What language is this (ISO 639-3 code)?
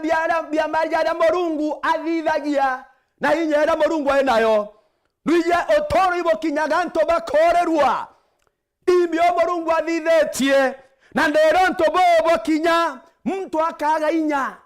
mer